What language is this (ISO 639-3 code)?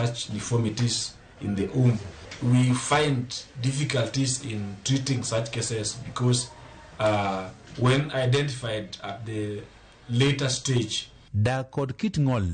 luo